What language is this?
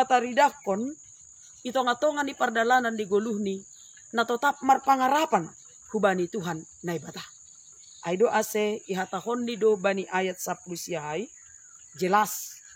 Batak Simalungun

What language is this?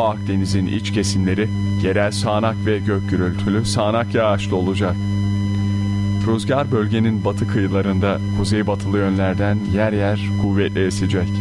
Turkish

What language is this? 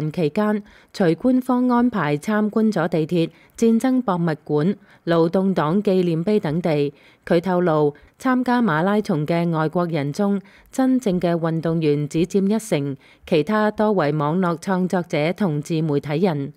Cantonese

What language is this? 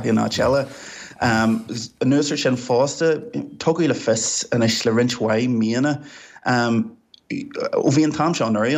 Irish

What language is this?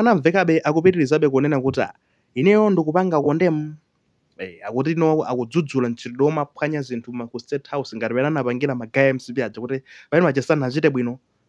Nyanja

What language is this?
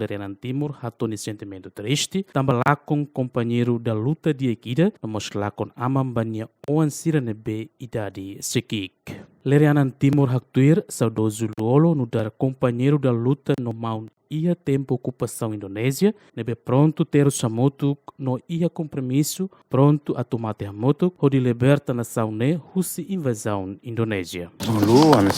Tetum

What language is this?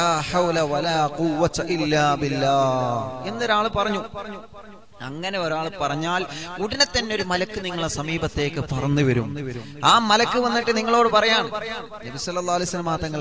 Malayalam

